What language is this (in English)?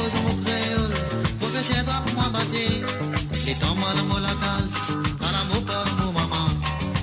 Morisyen